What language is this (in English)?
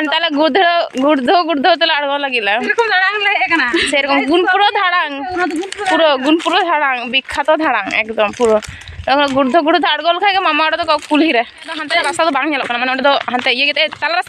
Santali